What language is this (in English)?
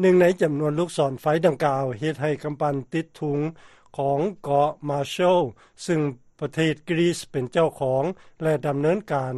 Lao